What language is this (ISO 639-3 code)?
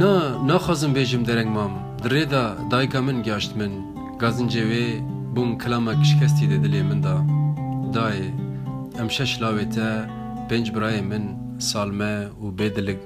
kur